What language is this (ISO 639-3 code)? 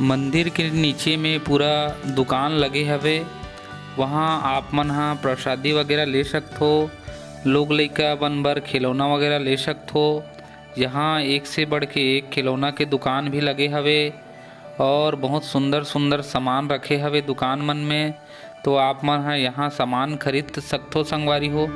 hne